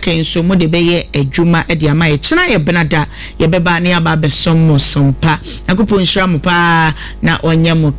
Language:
Akan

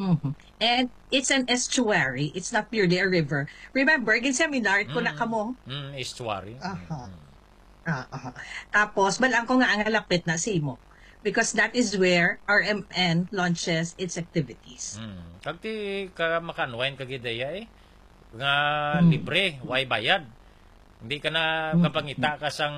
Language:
Hiligaynon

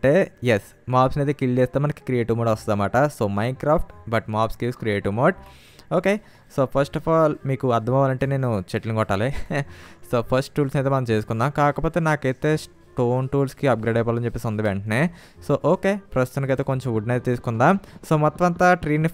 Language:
Telugu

